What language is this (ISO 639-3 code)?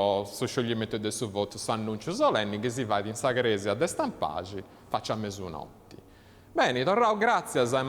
srd